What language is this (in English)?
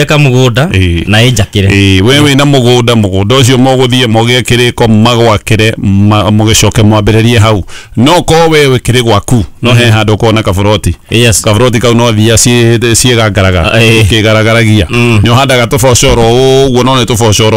Kikuyu